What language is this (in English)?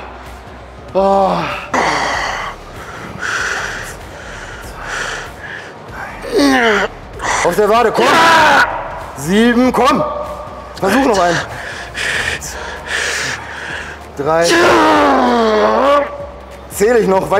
German